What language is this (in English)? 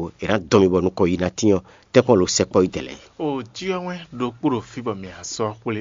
Fon